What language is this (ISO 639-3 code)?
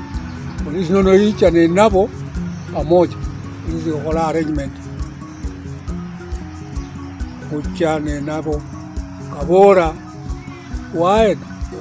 swa